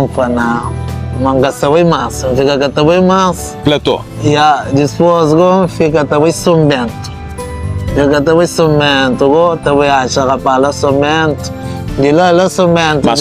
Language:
Kabuverdianu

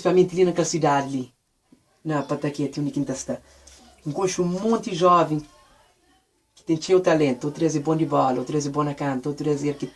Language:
Kabuverdianu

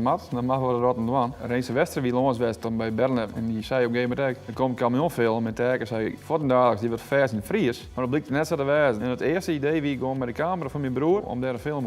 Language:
Western Frisian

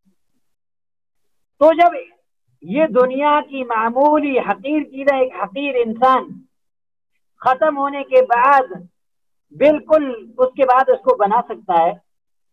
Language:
Urdu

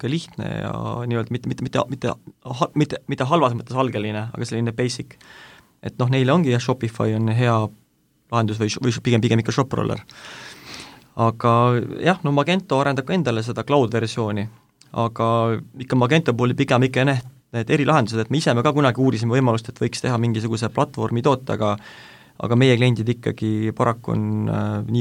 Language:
Estonian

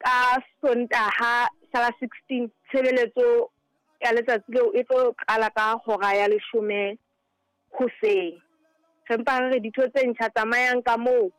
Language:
Southern Sotho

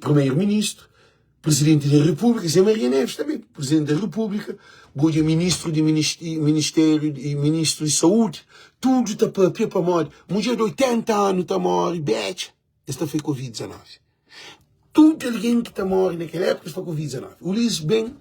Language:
Kabuverdianu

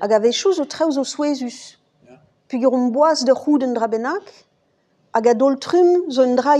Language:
Breton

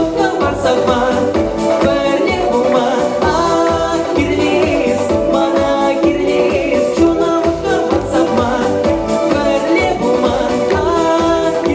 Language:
Chuvash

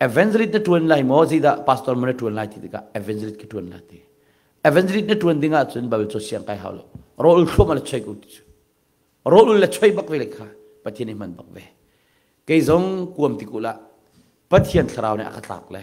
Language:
Hakha Chin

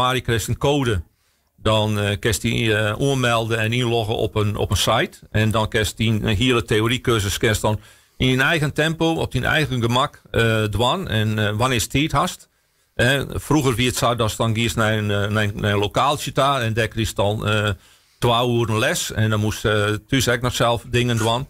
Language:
Western Frisian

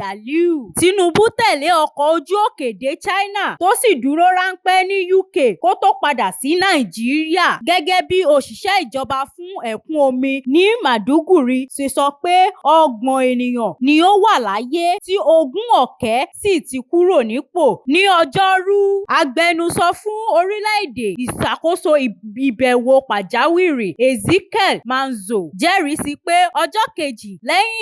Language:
Yoruba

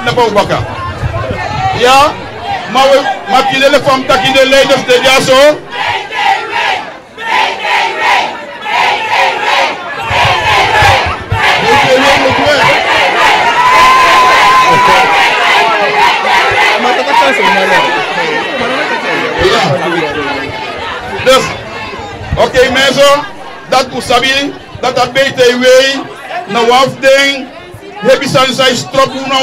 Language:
Dutch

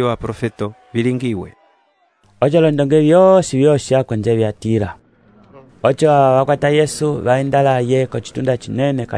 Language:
Umbundu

